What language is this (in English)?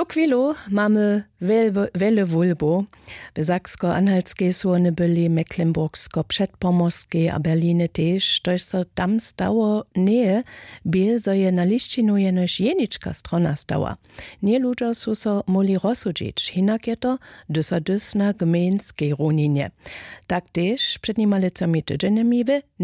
Upper Sorbian